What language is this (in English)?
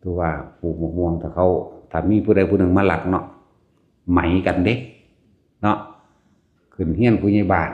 Northeastern Thai